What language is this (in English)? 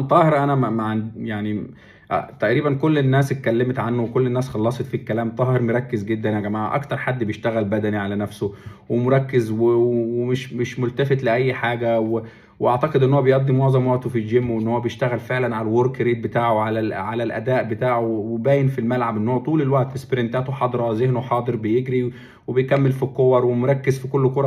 Egyptian Arabic